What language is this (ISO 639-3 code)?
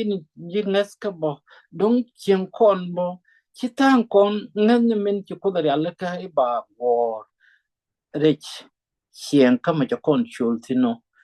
nus